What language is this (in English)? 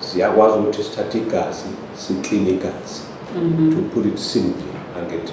Zulu